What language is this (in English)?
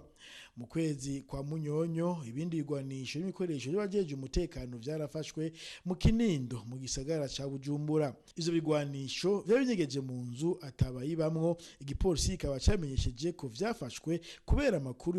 Rundi